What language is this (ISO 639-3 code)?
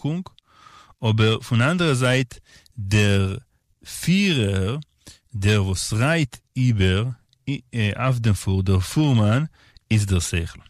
yid